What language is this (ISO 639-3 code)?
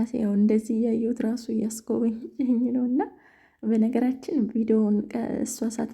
amh